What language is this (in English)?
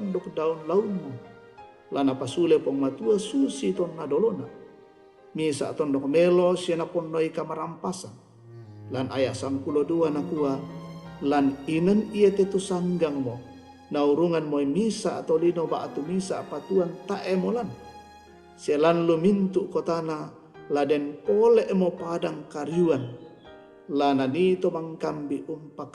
Toraja-Sa'dan